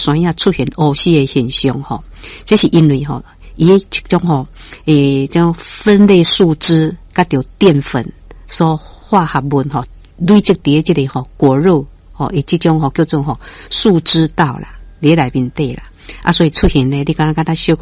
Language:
Min Nan Chinese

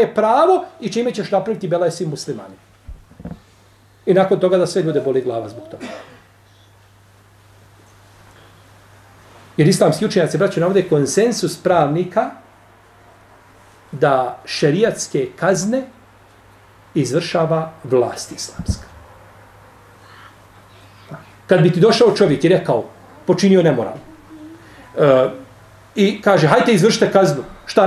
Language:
Bosnian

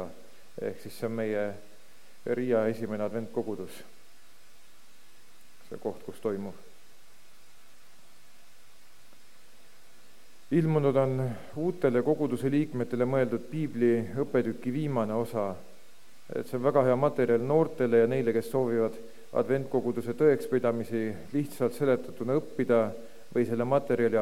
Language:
Estonian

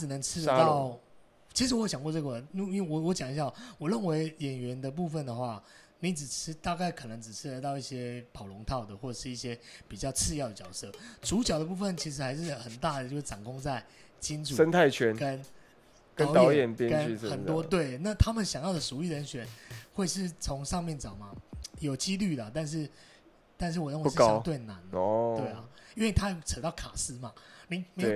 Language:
Chinese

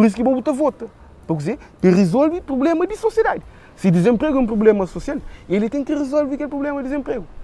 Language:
Kabuverdianu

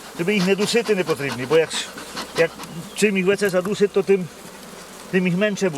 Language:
Rusyn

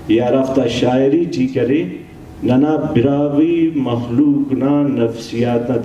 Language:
Brahui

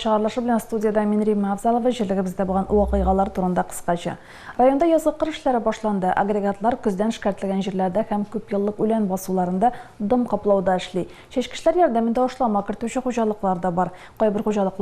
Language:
Tatar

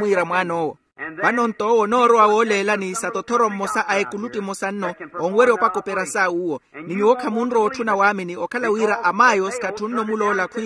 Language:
Makhuwa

